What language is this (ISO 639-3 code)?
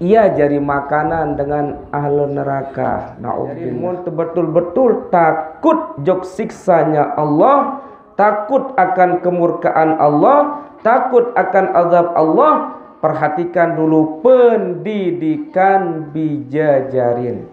sas